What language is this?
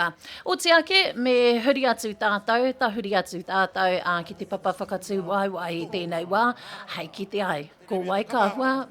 Māori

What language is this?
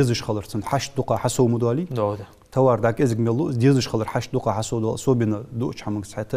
Ingush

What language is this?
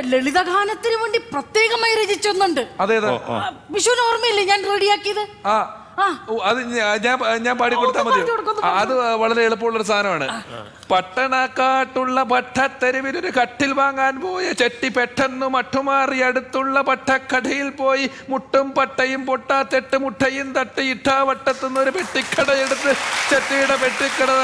Malayalam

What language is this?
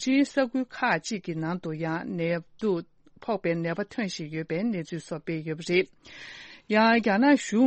Tibetan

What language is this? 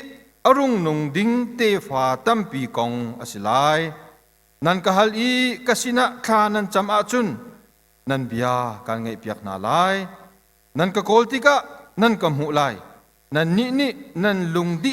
Hakha Chin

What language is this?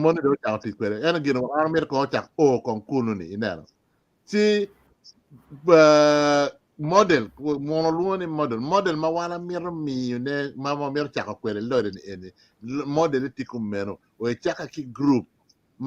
Acoli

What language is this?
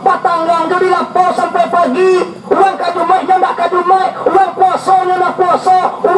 Minangkabau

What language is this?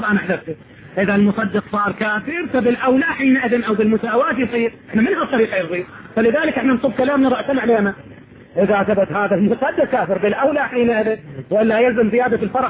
Arabic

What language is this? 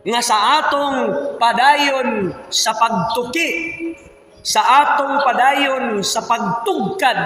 Cebuano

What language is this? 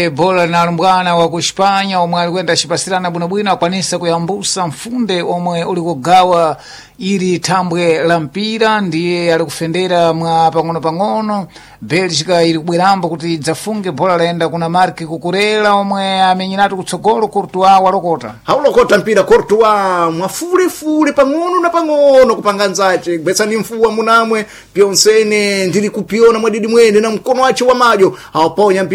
Sena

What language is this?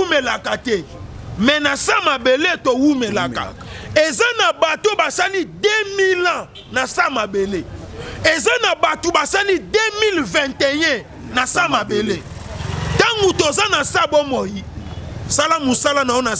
Lingala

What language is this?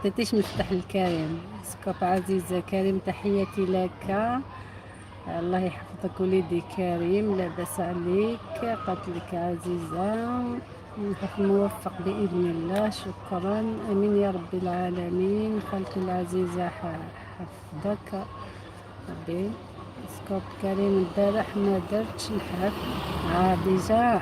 Algerian Arabic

